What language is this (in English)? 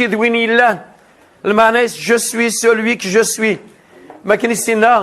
Kabyle